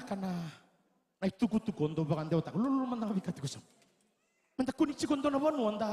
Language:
Fijian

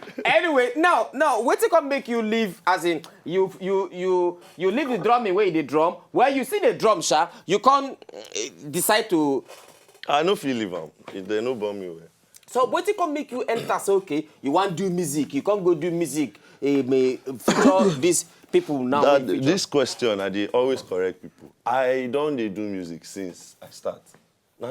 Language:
Nigerian Pidgin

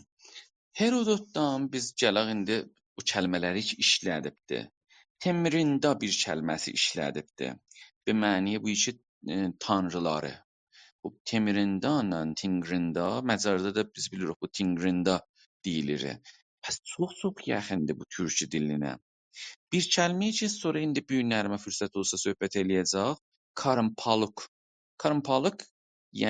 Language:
South Azerbaijani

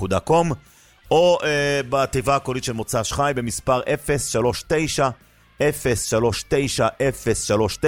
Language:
Hebrew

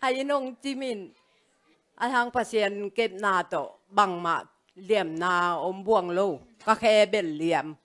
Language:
Tedim Chin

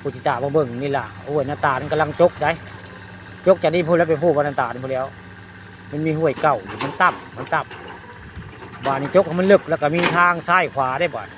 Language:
Northeastern Thai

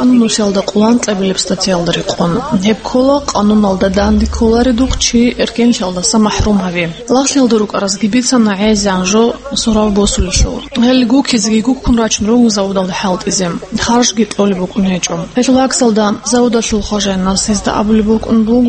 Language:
Avaric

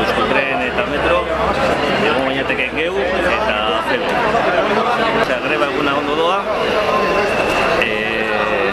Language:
Basque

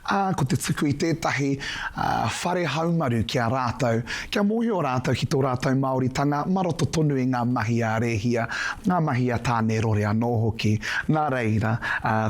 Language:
Māori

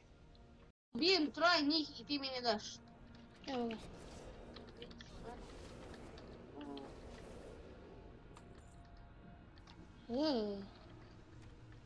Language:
Croatian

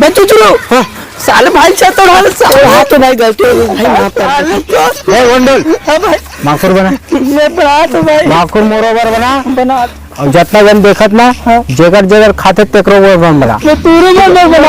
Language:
Chhattisgarhi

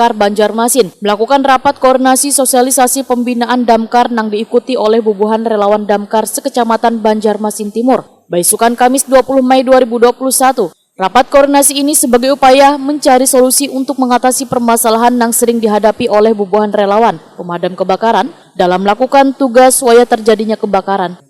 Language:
Banjar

